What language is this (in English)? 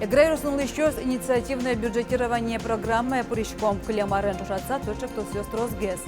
Udmurt